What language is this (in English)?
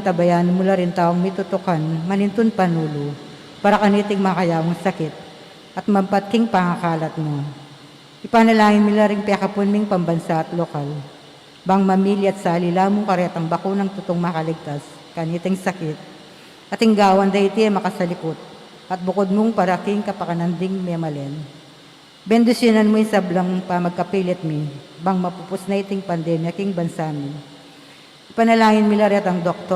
Pampanga